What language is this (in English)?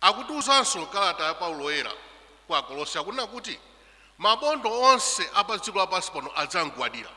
Nyanja